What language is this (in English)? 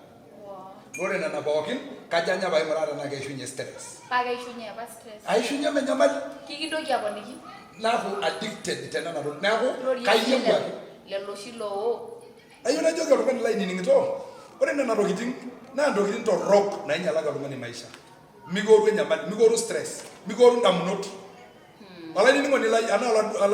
Masai